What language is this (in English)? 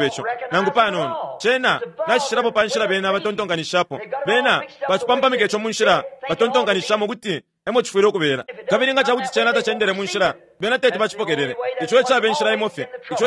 Bemba